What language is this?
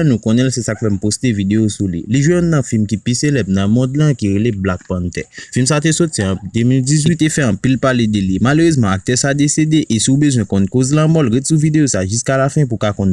Haitian Creole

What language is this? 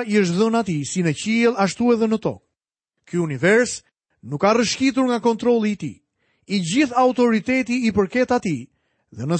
Albanian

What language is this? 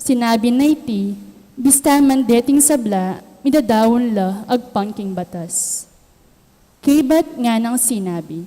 Pampanga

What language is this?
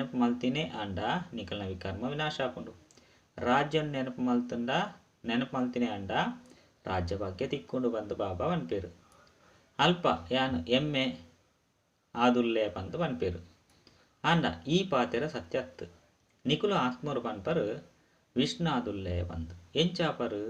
Tulu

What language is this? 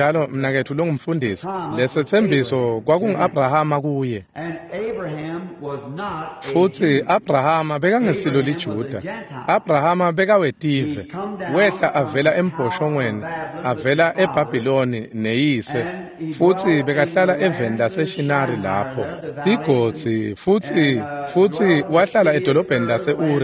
Swati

